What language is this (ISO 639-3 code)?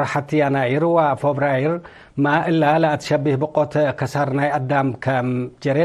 tig